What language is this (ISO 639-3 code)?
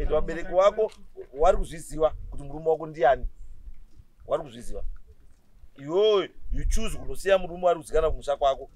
sna